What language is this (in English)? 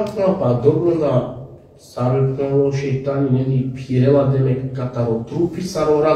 Balkan Romani